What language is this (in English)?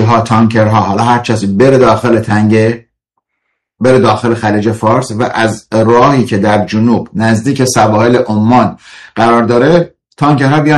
Persian